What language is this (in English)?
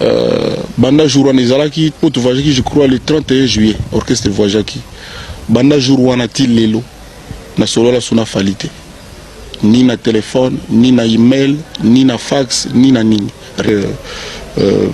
Lingala